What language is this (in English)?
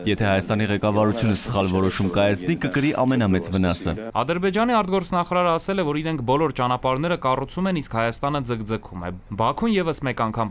Armenian